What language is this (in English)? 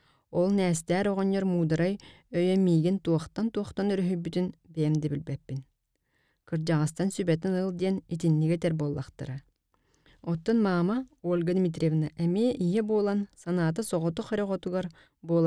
Yakut